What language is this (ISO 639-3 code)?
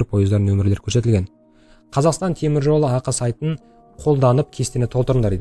kaz